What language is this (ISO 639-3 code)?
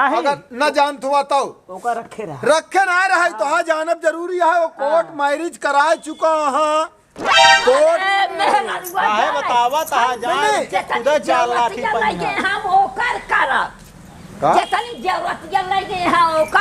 awa